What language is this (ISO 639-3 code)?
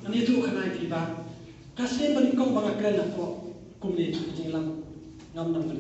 kha